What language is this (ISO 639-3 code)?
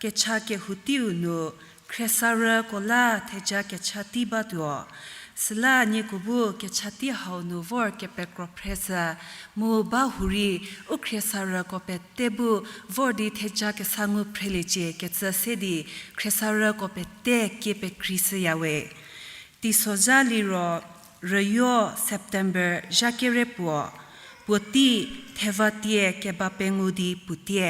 njm